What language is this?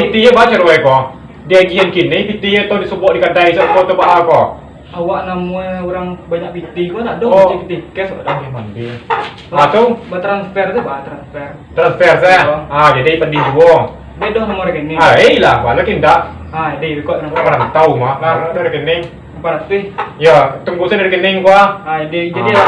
Minangkabau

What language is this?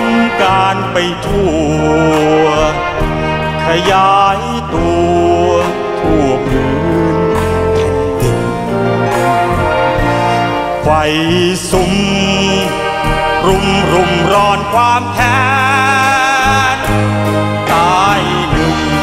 Thai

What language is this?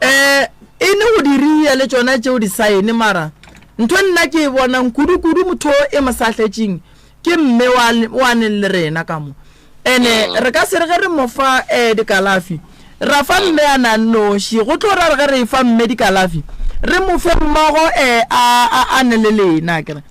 Northern Sotho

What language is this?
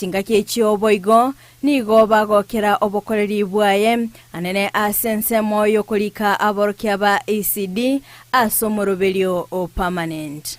Gusii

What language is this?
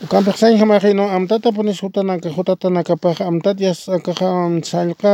Aymara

